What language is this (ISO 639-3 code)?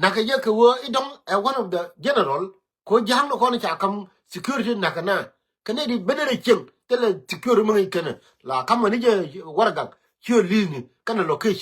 nus